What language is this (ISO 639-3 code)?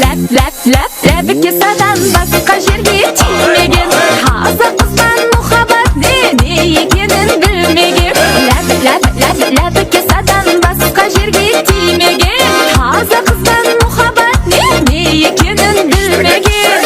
kaa